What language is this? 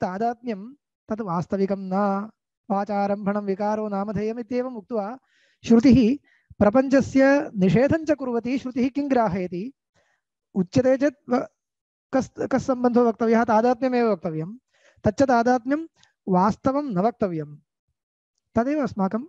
Sanskrit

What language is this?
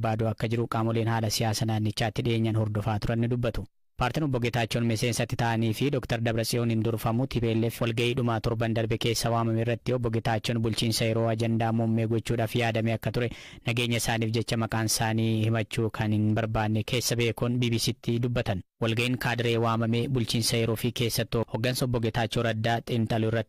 Oromo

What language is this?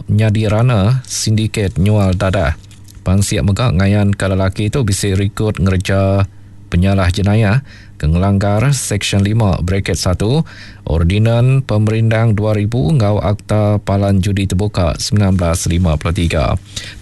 Iban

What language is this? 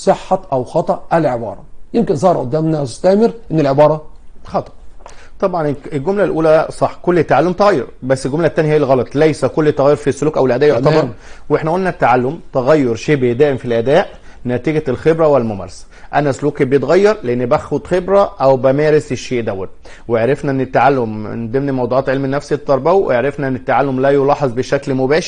Egyptian Arabic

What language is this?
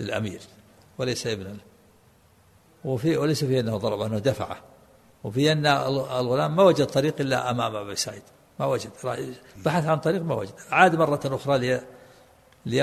Arabic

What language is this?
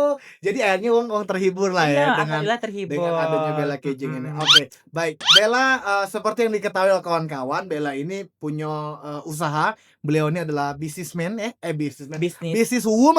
Musi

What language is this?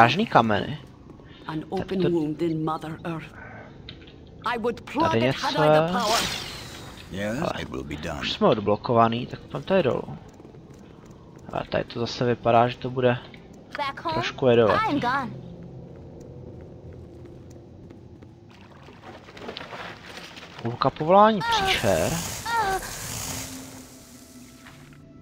Czech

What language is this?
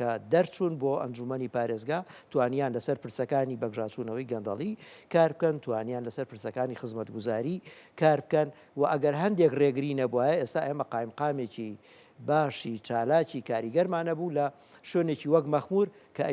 Central Kurdish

